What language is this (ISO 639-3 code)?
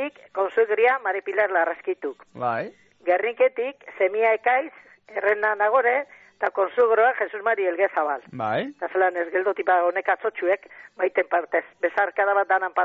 eus